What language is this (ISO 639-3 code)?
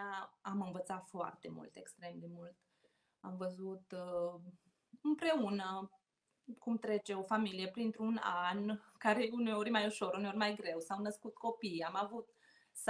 ron